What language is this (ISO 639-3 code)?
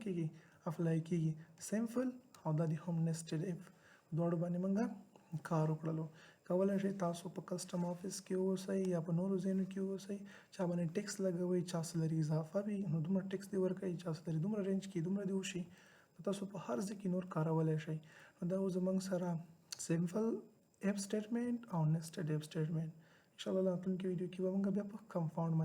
pus